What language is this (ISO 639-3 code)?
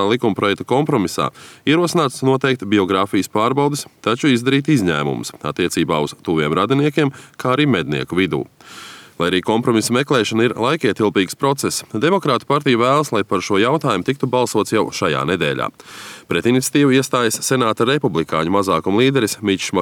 lav